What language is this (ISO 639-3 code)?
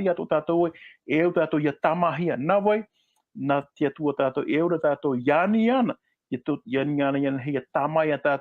tah